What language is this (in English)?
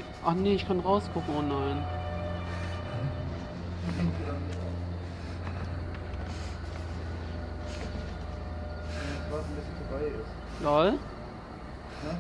German